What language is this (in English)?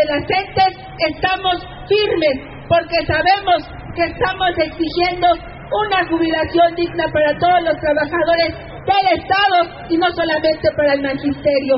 Spanish